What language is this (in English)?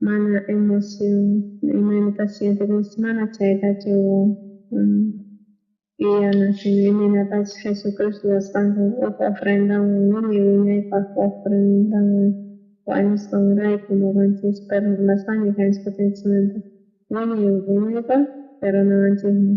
South Bolivian Quechua